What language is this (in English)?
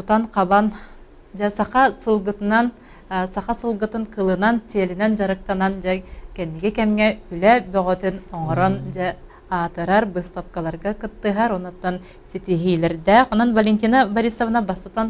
Yakut